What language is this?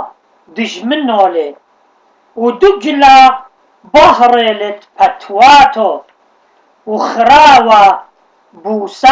Assyrian Neo-Aramaic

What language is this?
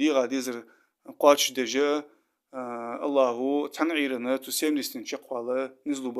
Ingush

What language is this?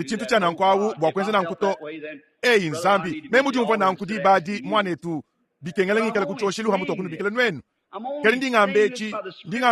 Luba-Lulua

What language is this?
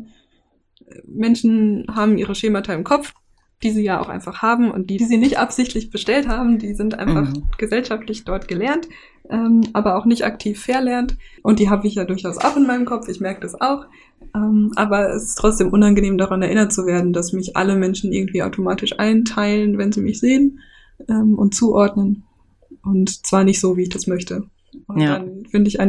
German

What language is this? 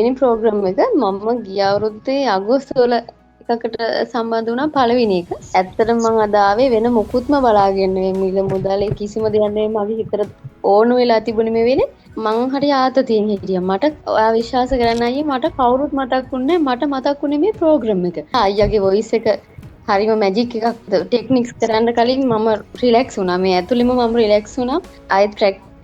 Sinhala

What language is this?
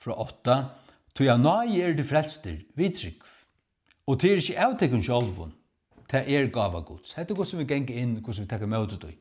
Faroese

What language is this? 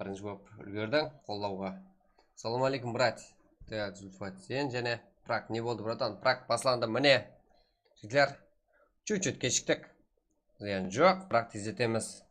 Kara-Kalpak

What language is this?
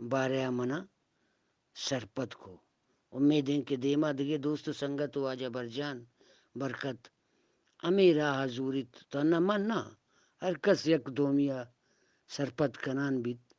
Eastern Balochi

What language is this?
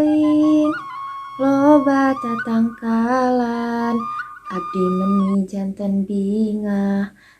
Sundanese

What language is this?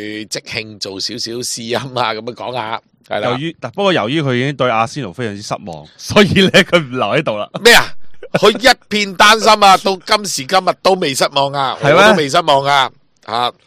Cantonese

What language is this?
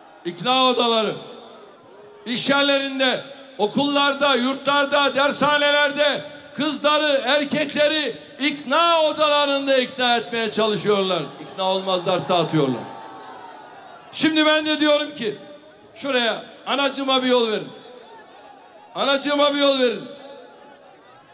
Turkish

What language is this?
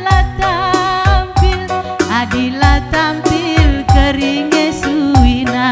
Batak Karo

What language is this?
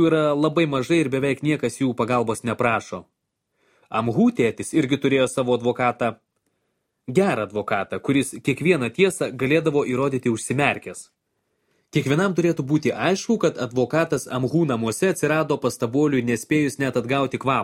Lithuanian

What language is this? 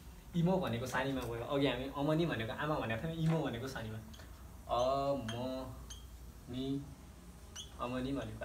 Nepali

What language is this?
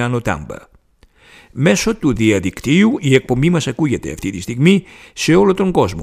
Greek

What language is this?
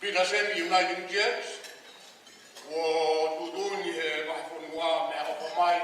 Tongan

